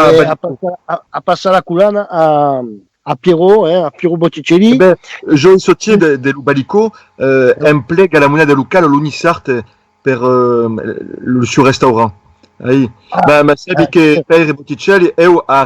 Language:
Occitan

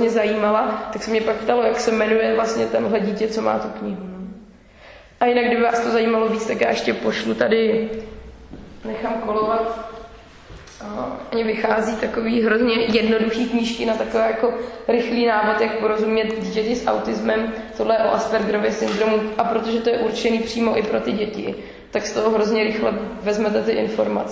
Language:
Czech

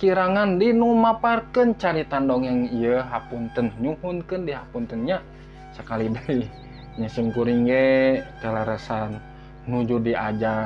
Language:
Sundanese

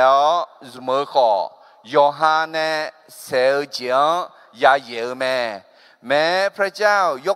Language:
Akha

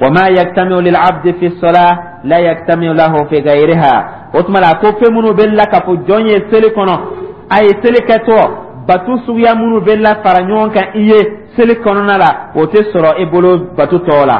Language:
Dyula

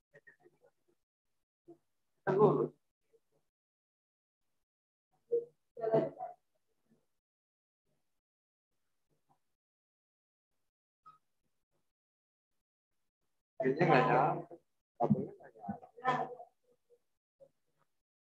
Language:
Indonesian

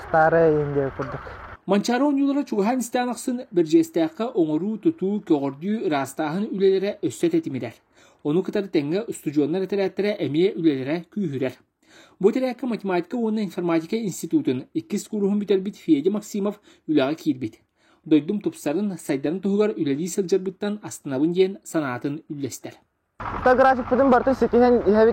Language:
Yakut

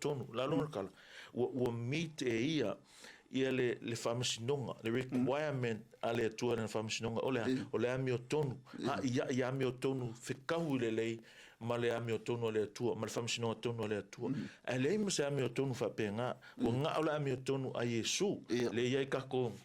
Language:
Samoan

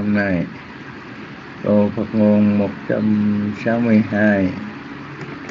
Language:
Vietnamese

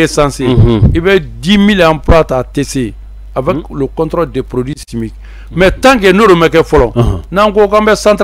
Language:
Bambara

